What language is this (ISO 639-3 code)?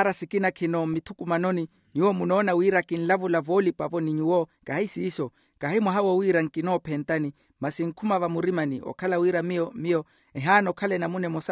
vmw